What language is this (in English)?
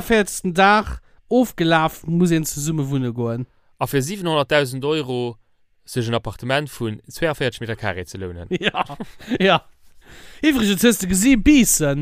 Luxembourgish